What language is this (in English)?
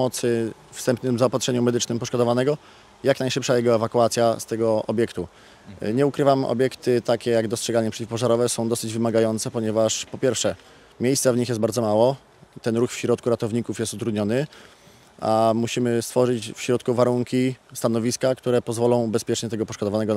Polish